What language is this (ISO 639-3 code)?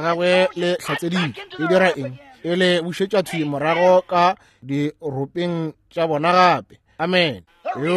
nso